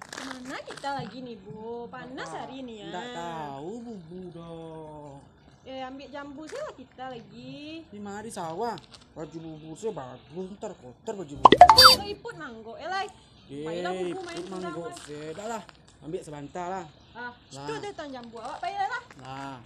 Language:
Minangkabau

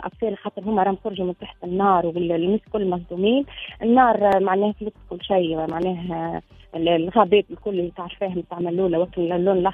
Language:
Tunisian Arabic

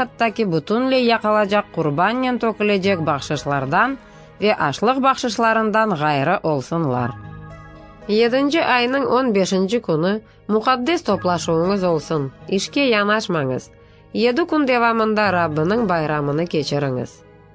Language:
Crimean Tatar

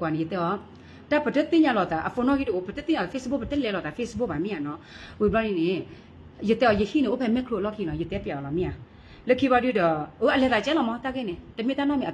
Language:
S'gaw Karen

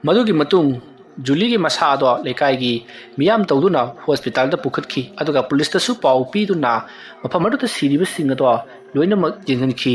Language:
Manipuri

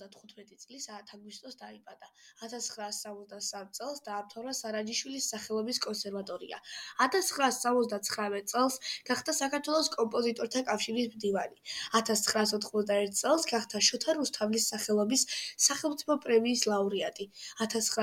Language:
Georgian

